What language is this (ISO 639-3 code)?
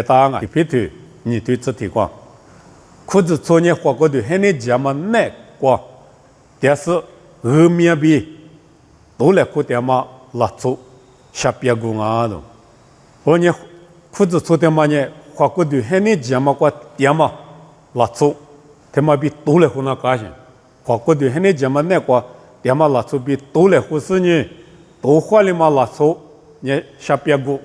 lis